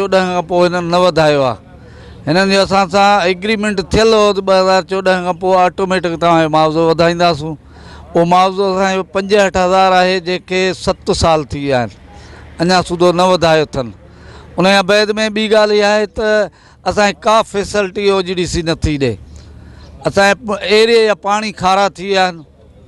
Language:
Sindhi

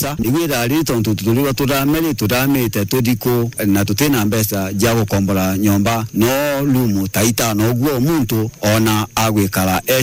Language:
Meru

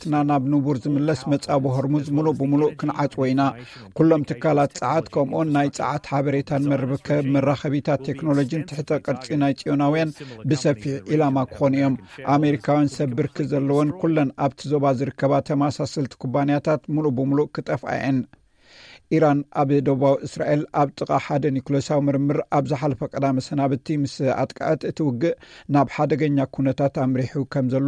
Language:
Tigrinya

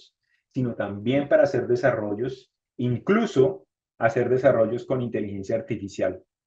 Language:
Spanish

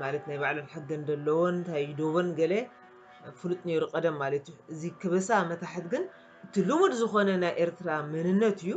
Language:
Tigrinya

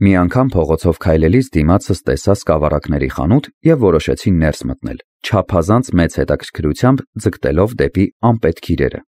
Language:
Armenian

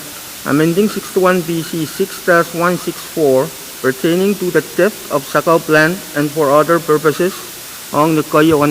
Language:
Pohnpeian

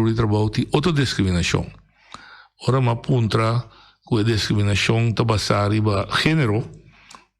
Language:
Papiamento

